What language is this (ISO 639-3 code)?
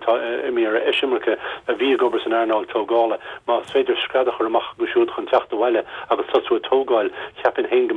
gle